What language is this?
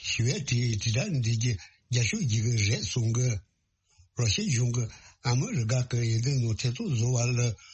Tibetan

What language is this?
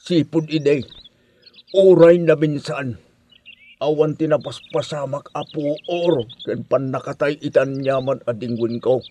Iloko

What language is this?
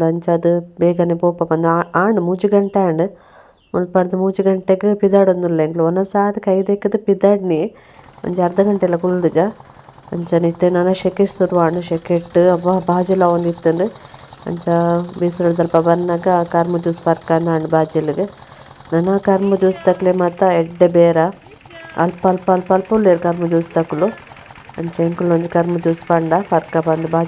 Tulu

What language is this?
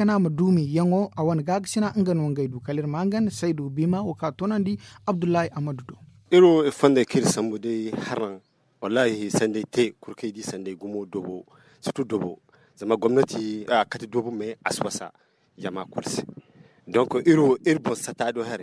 Zarma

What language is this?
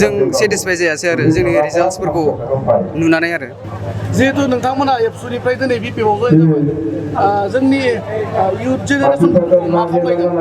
Bodo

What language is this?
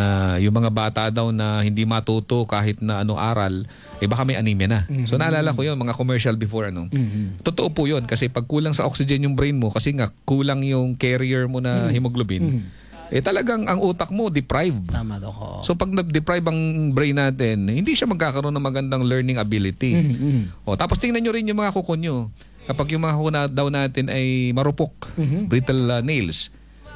Filipino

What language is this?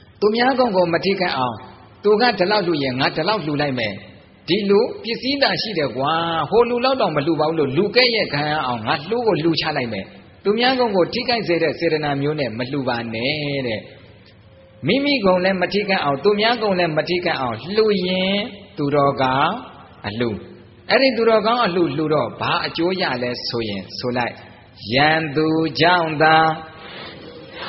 Burmese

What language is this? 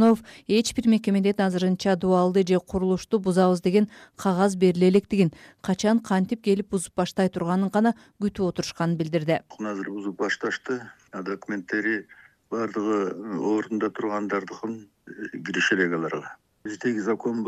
Kyrgyz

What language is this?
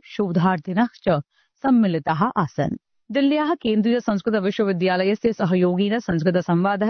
Sanskrit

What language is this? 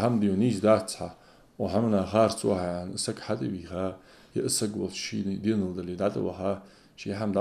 Ingush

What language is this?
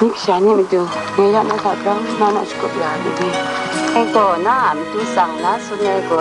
Kachin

